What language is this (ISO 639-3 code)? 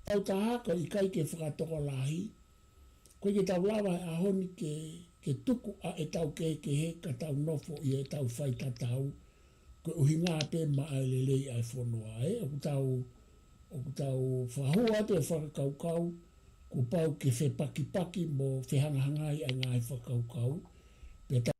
ton